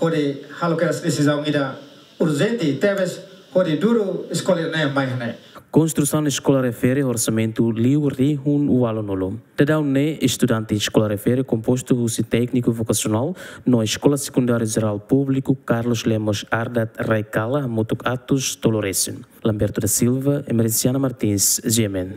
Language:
Tetum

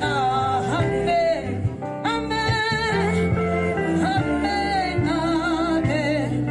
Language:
Tswana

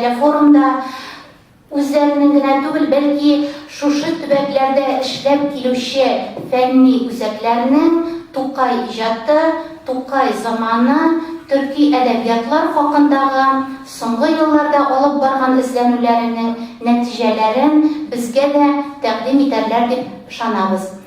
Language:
Tatar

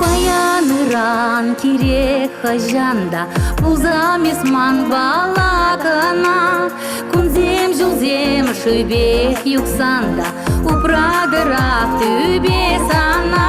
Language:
Chuvash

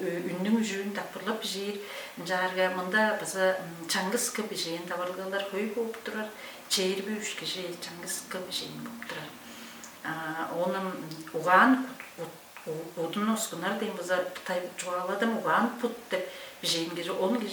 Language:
Tuvinian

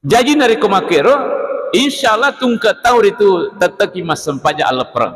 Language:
Buginese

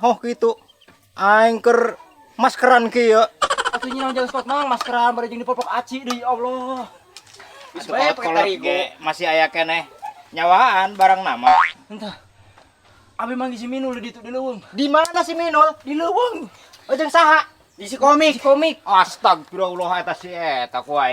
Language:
Sundanese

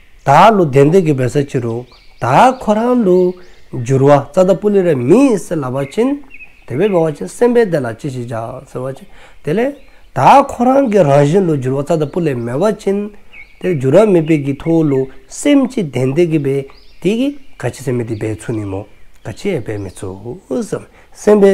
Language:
Dzongkha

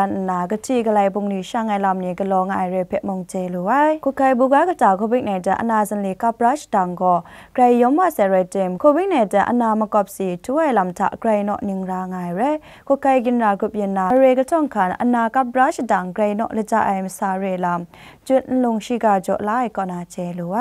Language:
Kachin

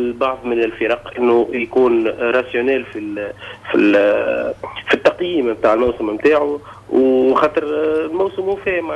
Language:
Tunisian Arabic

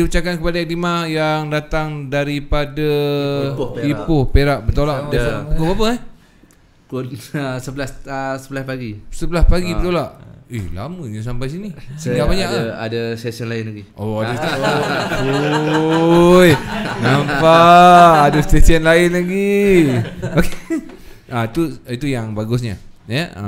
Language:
Malay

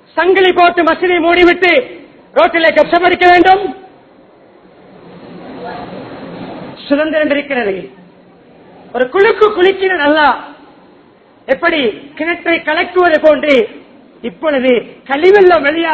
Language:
Tamil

